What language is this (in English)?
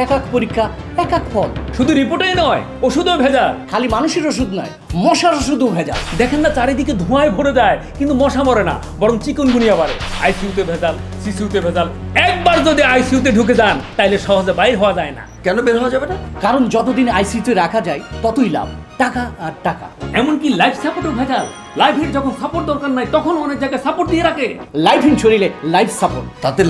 Bangla